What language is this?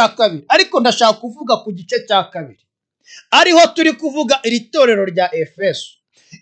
Kinyarwanda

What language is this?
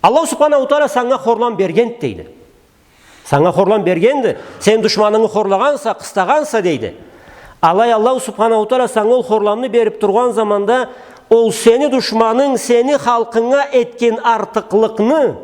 Karachay-Balkar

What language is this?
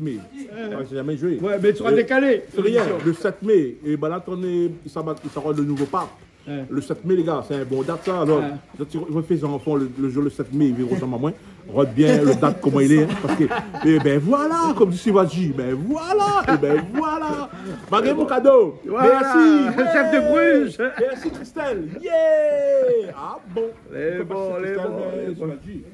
Réunion Creole French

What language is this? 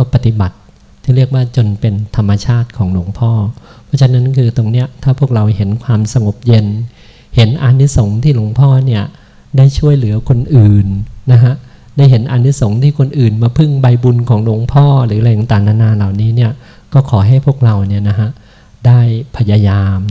Thai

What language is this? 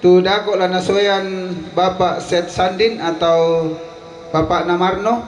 Toraja-Sa'dan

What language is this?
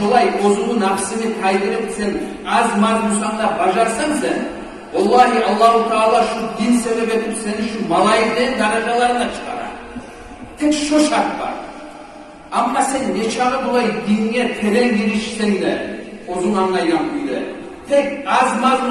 Kumyk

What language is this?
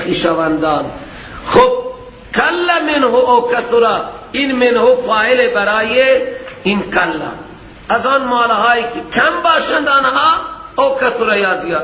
Persian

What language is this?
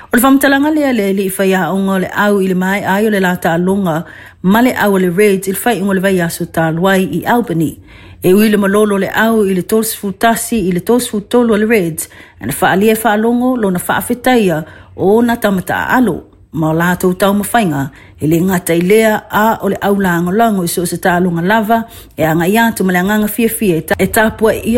Samoan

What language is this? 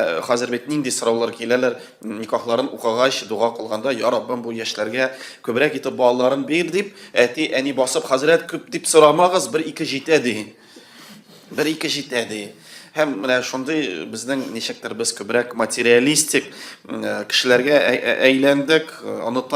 Tatar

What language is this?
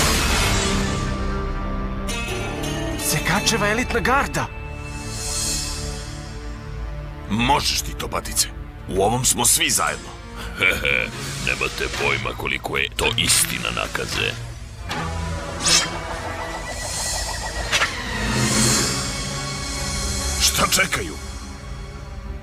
Serbian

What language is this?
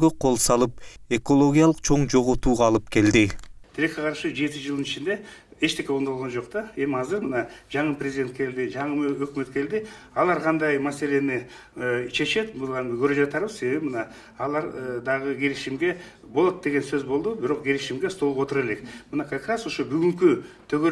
Kyrgyz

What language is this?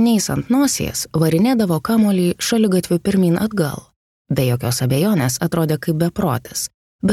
Lithuanian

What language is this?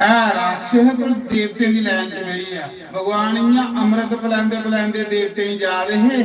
Dogri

